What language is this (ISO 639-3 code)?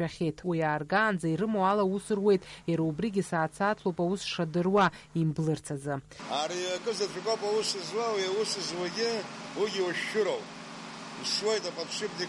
abk